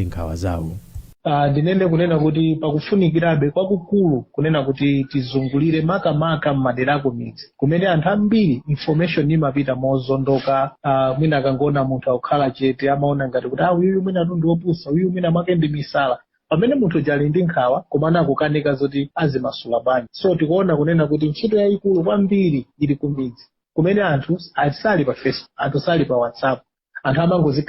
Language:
Nyanja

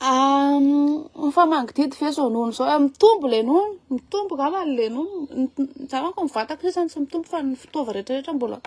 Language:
Malagasy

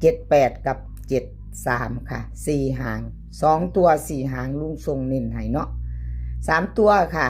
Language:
Northeastern Thai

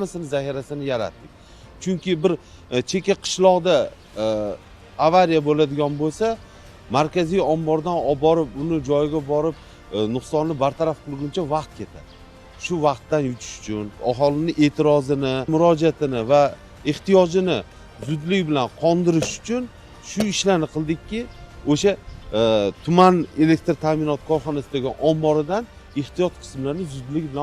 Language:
Uzbek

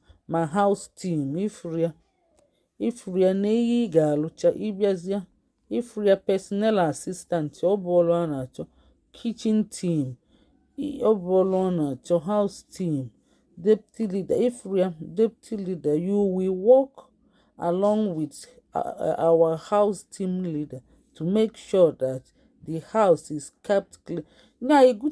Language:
Igbo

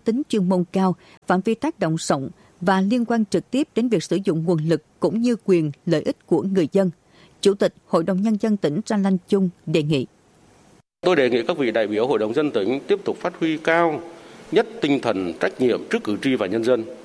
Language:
Vietnamese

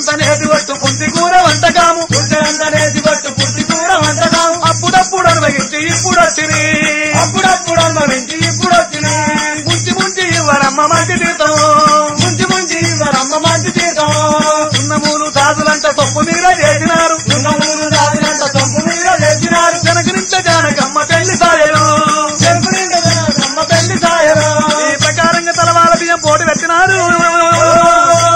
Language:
Telugu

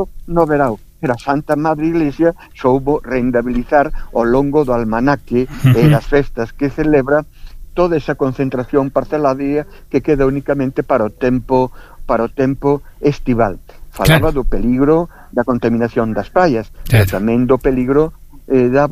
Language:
Galician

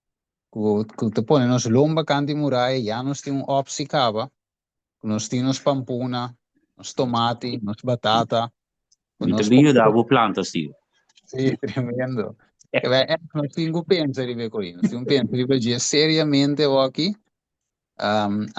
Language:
Papiamento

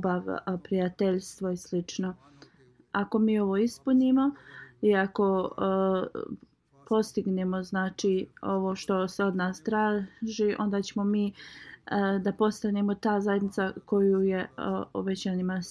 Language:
Bosnian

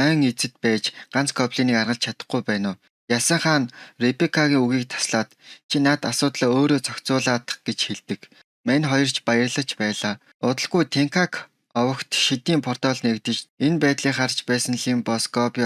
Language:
Mongolian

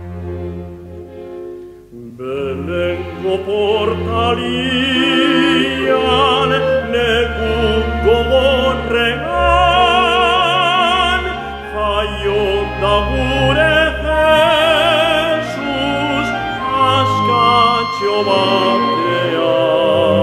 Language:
Basque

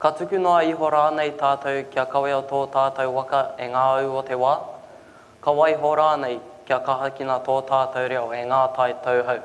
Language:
Māori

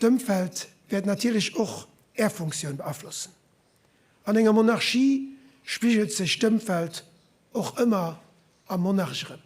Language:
Luxembourgish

